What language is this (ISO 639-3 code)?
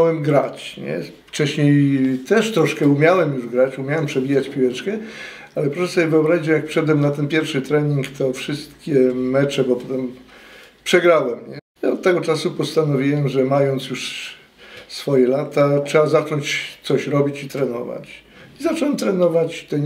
pol